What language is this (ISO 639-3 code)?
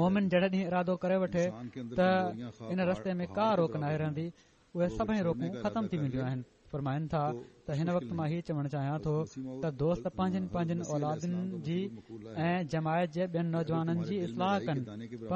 snd